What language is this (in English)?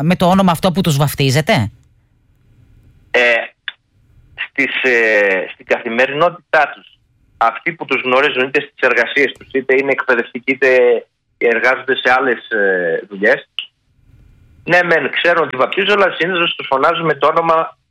Greek